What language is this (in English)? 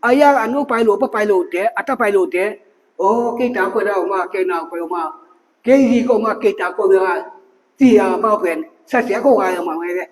Tedim Chin